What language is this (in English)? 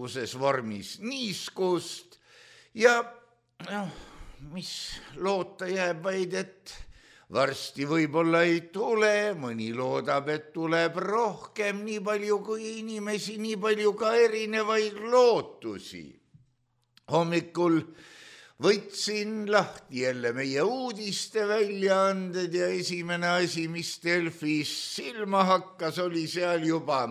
Estonian